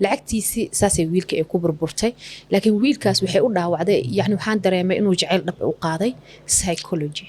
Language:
Somali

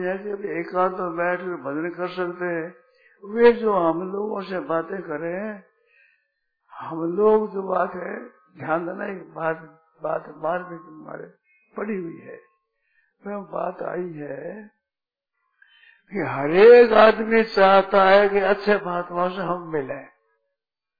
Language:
Hindi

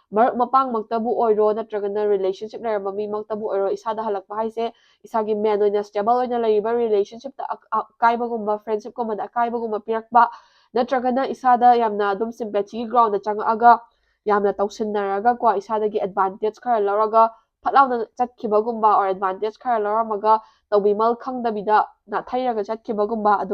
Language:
Manipuri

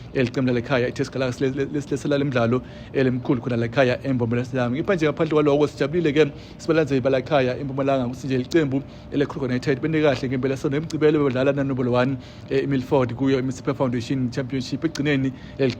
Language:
Swati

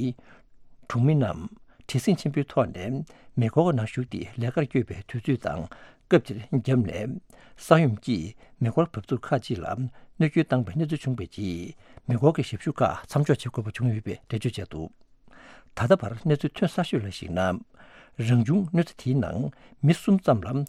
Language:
Tibetan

